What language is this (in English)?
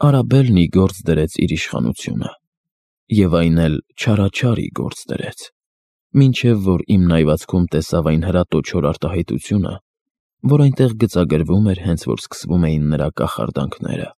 Armenian